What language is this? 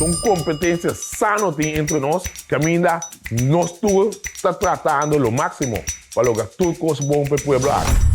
Papiamento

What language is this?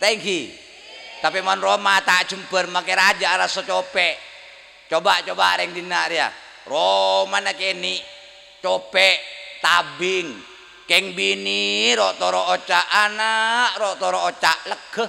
Madurese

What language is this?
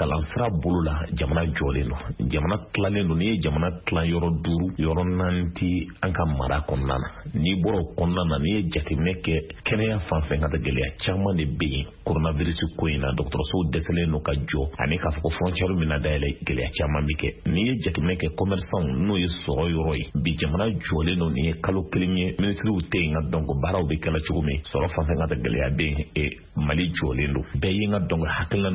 Bambara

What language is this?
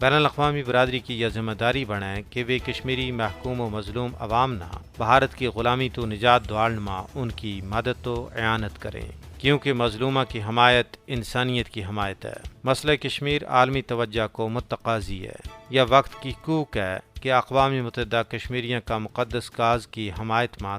Gujari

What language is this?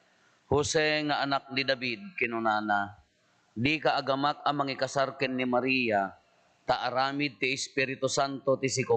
Iloko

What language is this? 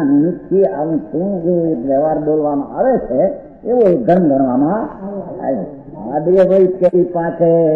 Gujarati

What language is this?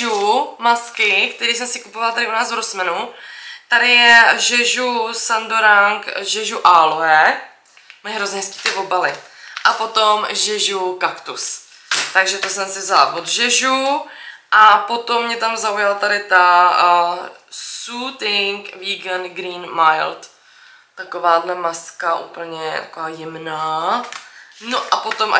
Czech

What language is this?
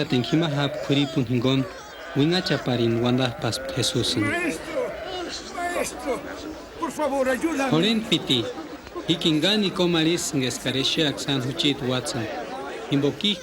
Purepecha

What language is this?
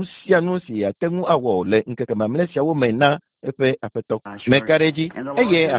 Ewe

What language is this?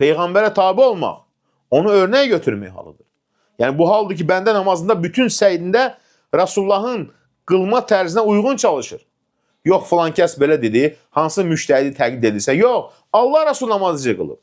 Azerbaijani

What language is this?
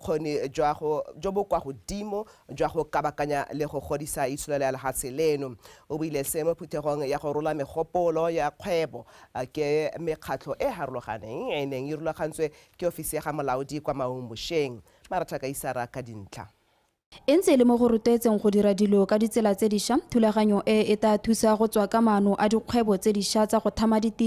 Tswana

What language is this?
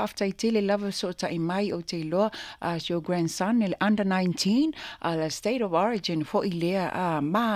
Samoan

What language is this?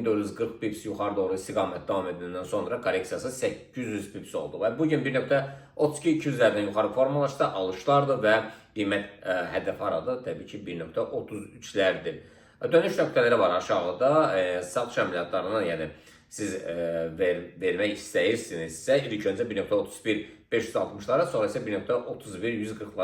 Azerbaijani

